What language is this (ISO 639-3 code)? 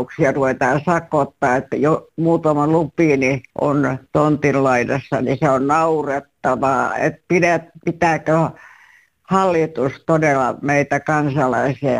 fin